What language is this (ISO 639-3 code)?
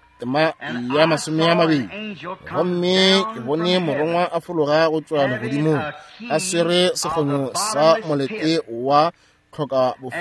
nso